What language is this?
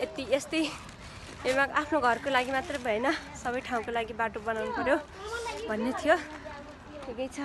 Nepali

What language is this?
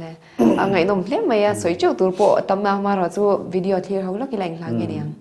Mizo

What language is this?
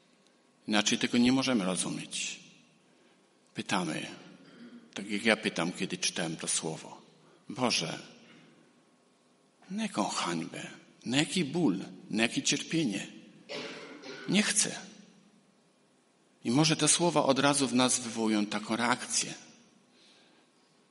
Polish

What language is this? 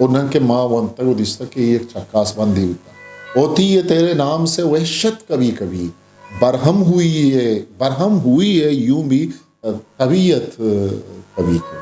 Eastern Balochi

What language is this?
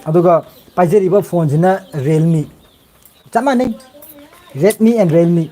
Manipuri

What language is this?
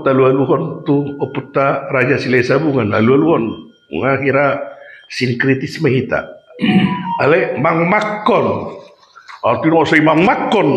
Batak Toba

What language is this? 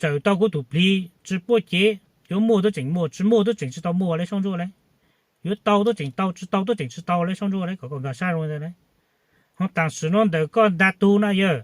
Hmong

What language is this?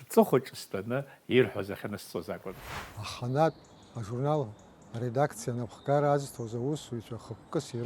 Abkhazian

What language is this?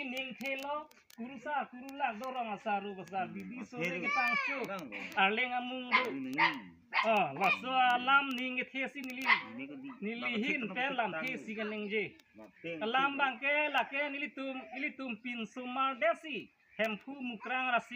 Karbi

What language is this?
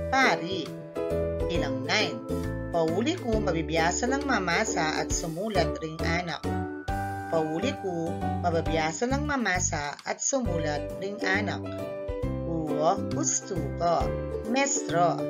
Pampanga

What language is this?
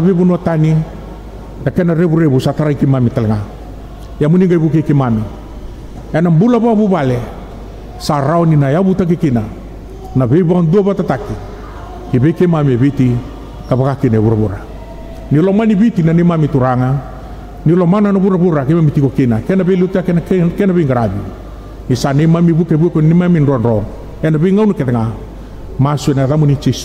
Fijian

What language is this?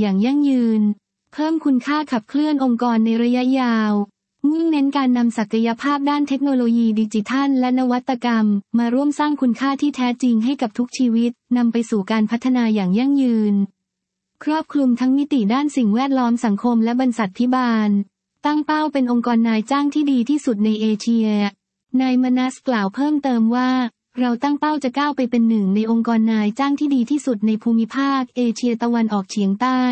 Thai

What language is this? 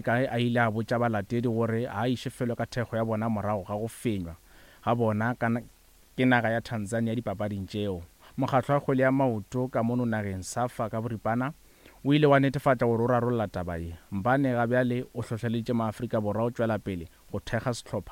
Northern Sotho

